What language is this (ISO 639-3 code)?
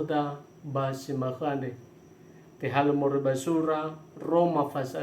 nia